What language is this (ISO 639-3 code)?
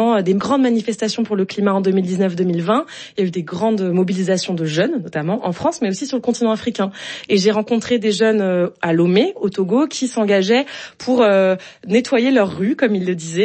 fra